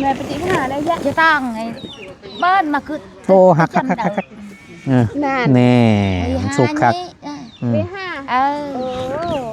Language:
Northeastern Thai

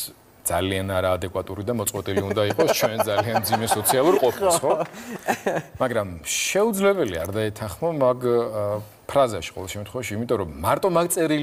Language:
Georgian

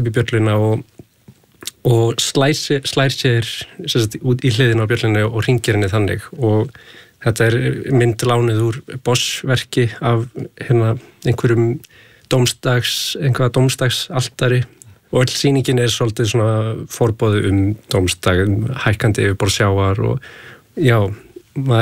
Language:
Icelandic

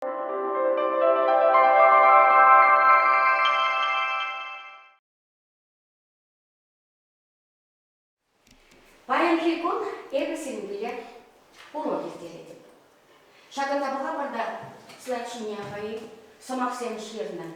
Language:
Chuvash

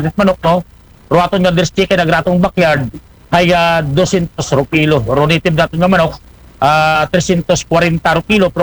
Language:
Aklanon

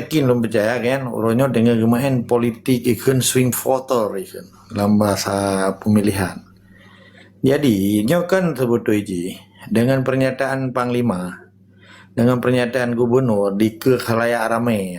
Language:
Achinese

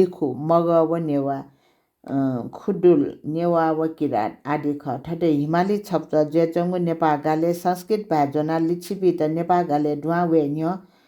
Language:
Newari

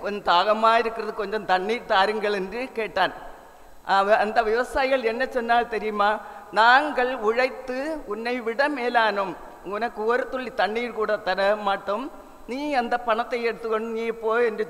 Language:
Tamil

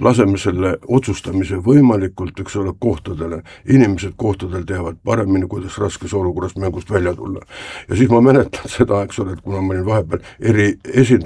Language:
Estonian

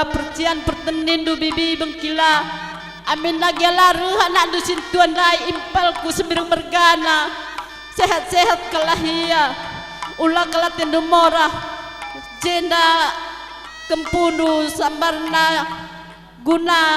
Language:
Batak Karo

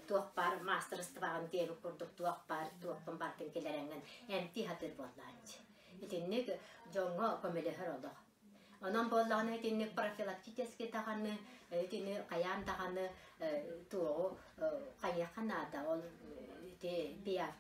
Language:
Yakut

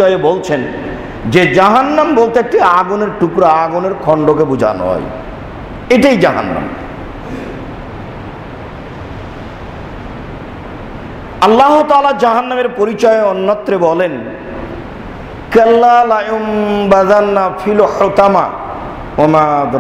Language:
Bangla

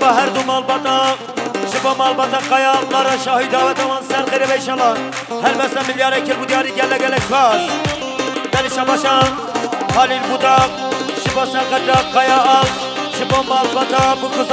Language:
Kurdish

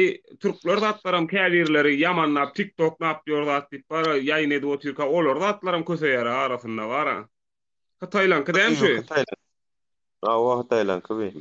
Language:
Turkmen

